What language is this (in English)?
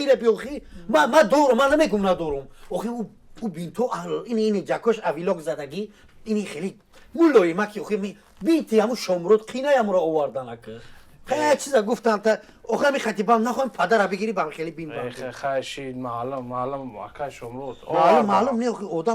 Tajik